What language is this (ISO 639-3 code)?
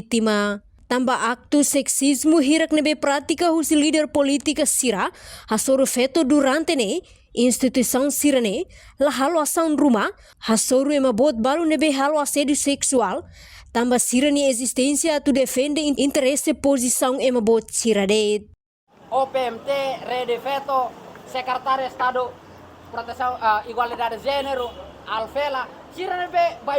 tet